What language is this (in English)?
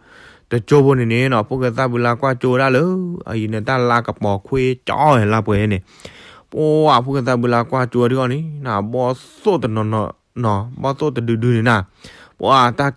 S'gaw Karen